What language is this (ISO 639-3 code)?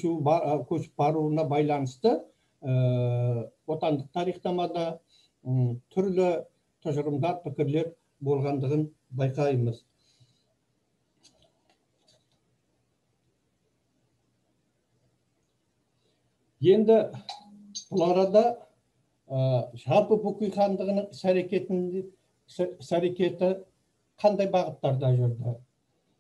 kaz